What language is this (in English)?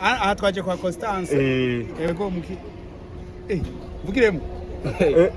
Rundi